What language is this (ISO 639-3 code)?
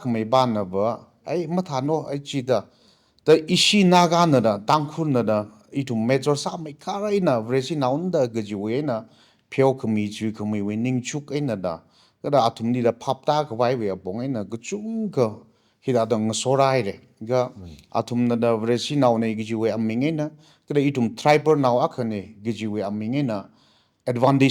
nmf